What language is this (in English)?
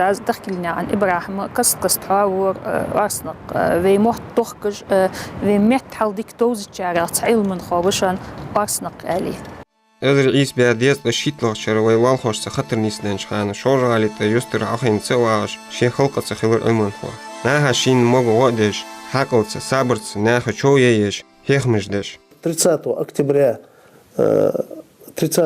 Ingush